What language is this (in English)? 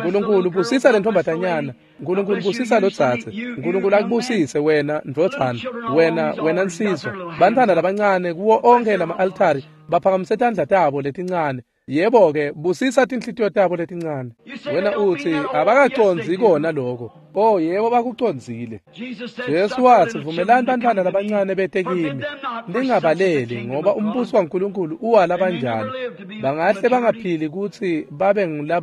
Swati